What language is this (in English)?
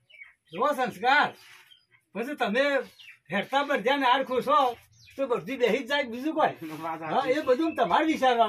Gujarati